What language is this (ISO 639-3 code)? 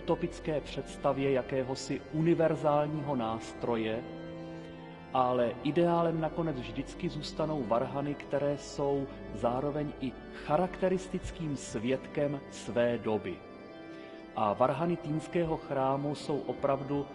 ces